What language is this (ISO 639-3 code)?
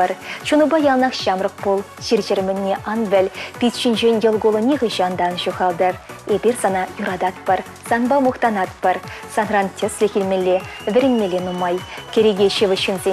chv